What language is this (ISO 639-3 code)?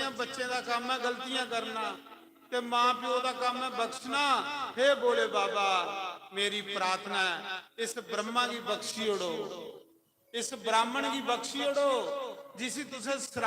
doi